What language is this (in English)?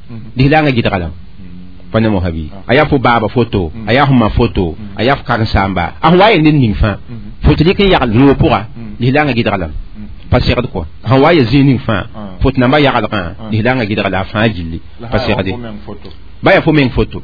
Mossi